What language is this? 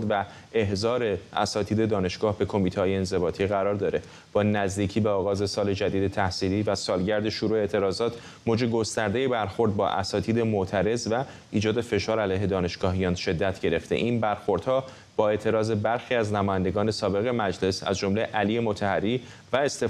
Persian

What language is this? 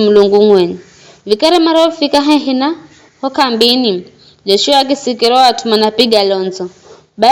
Giryama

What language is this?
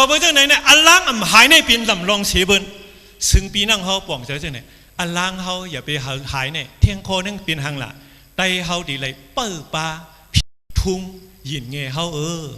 Shan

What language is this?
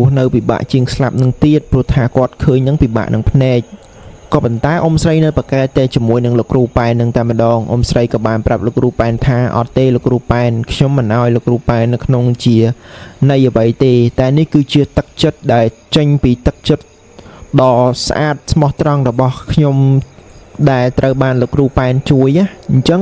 Khmer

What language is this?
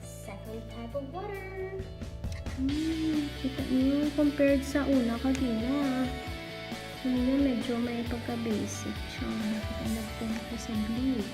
Hiligaynon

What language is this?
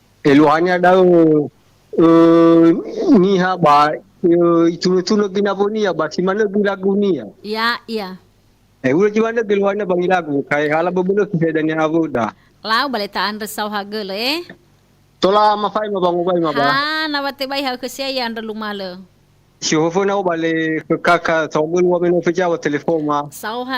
Nias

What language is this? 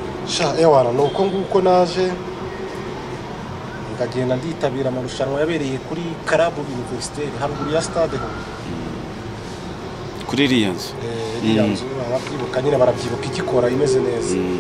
Kinyarwanda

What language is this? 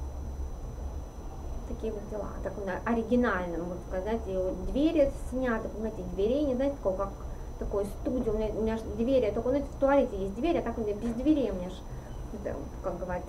Russian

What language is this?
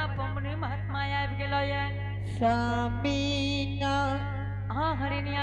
Angika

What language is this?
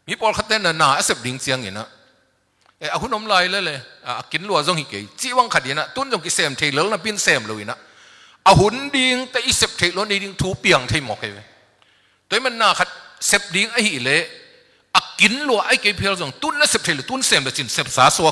Tedim Chin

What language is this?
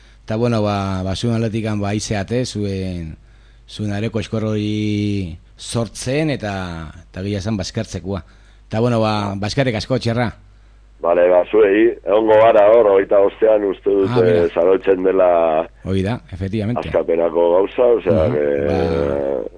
Basque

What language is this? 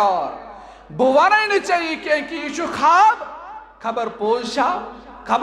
Kashmiri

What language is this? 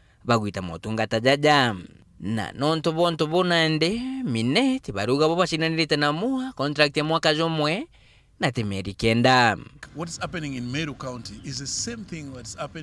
Meru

